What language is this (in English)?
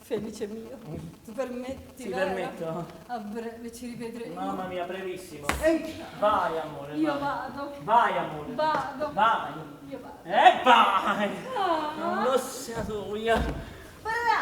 Neapolitan